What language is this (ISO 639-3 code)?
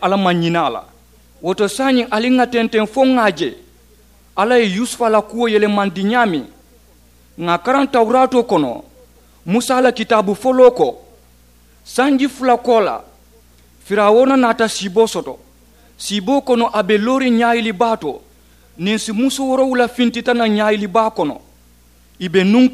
man